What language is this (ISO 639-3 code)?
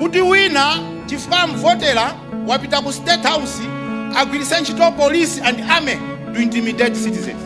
nya